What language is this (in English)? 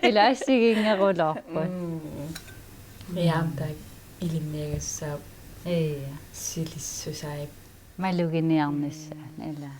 Kalaallisut